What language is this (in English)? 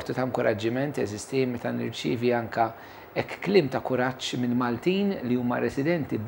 Maltese